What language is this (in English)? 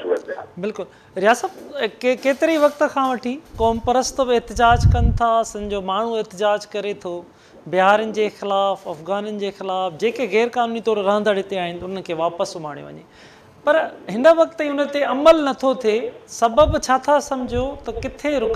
Sindhi